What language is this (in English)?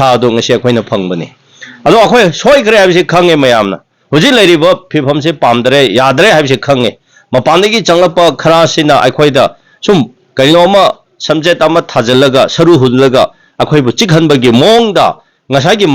Manipuri